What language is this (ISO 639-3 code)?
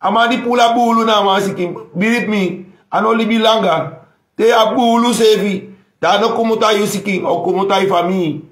srn